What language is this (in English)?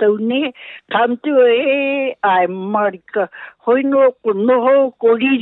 Māori